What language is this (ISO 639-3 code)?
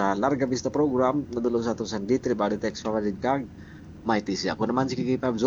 hil